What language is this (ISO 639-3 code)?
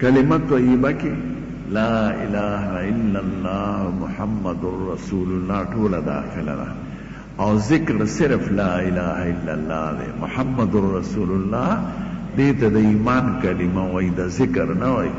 pus